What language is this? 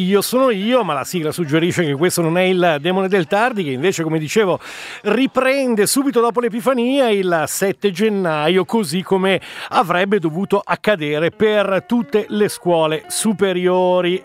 Italian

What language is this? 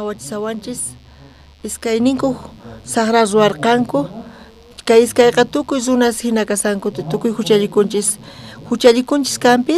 South Bolivian Quechua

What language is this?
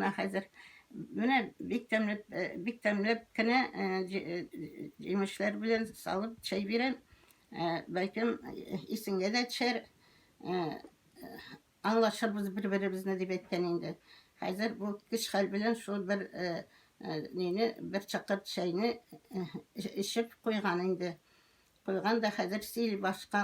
Tatar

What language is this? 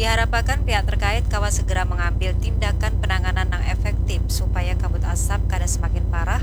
Banjar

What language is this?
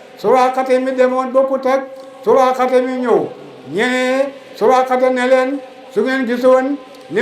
Wolof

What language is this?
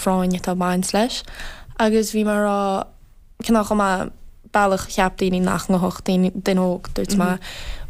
Irish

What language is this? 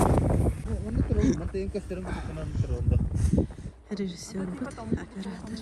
Yakut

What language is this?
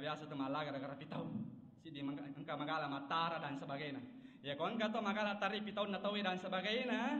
Buginese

